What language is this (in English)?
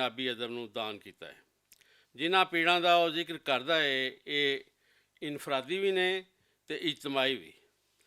Western Panjabi